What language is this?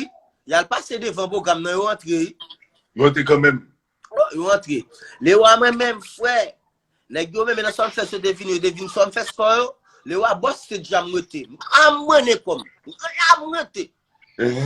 Haitian Creole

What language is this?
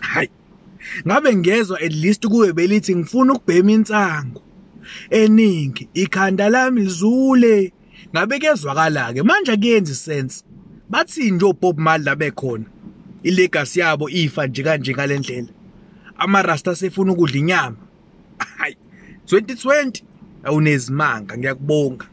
Zulu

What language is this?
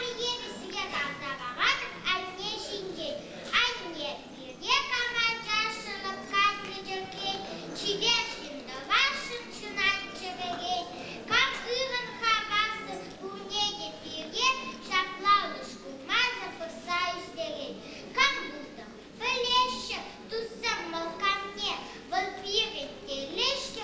Chuvash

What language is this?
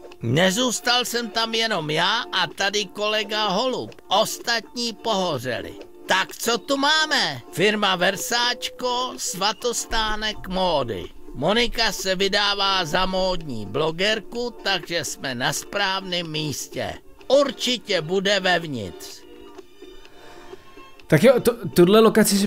Czech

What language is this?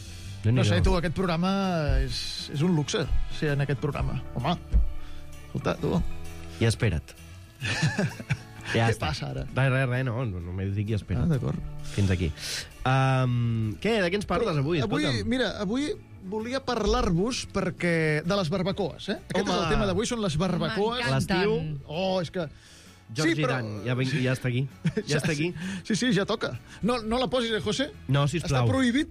Catalan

